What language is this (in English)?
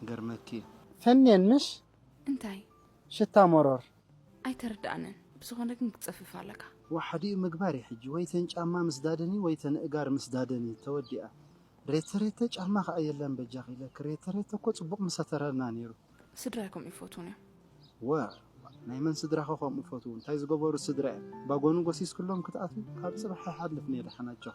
Tigrinya